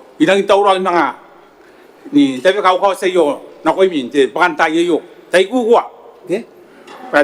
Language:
Gilbertese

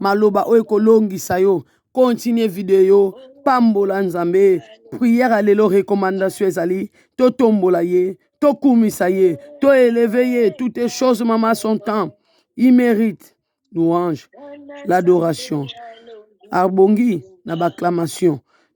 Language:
Lingala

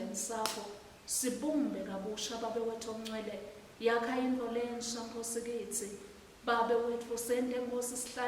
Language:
Swati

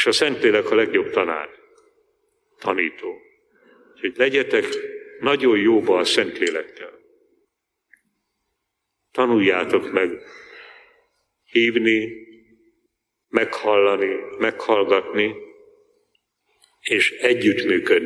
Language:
Hungarian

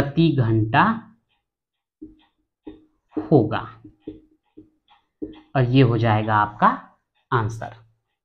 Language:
Hindi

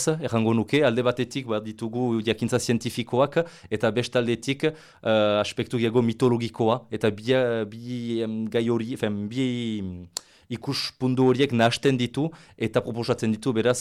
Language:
Basque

